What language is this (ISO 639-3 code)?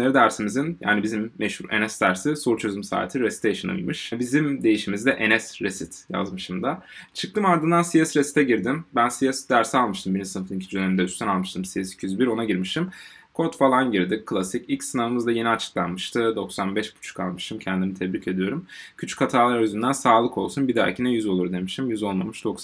tur